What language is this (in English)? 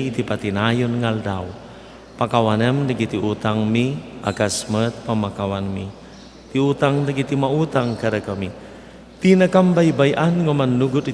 Iloko